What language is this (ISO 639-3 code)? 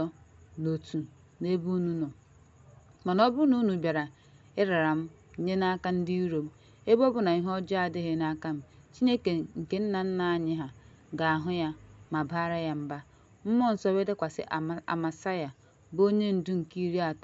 ibo